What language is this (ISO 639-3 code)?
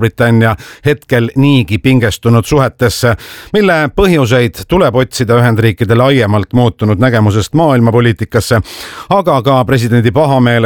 est